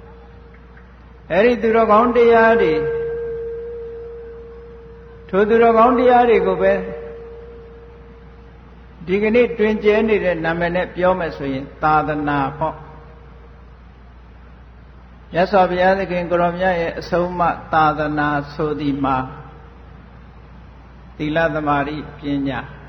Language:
Burmese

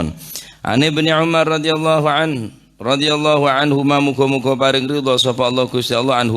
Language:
Madurese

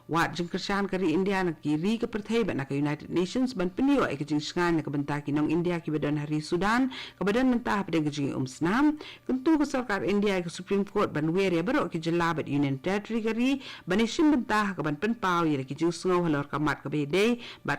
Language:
Khasi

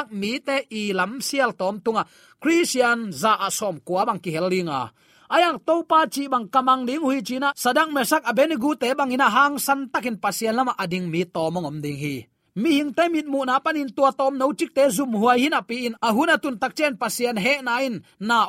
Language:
Tedim Chin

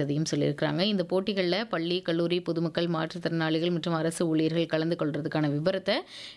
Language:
Tamil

